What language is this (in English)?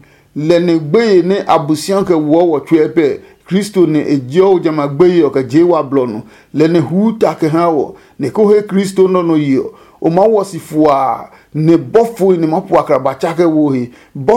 Adangme